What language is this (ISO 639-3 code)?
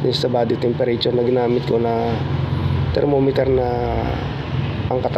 fil